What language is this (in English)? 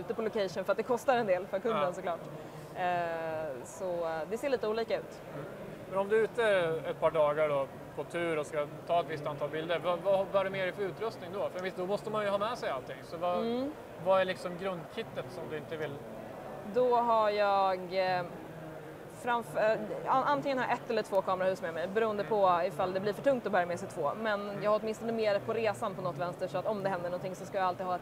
Swedish